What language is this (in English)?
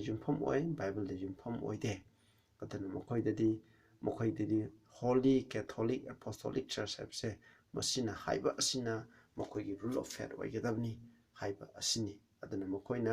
Manipuri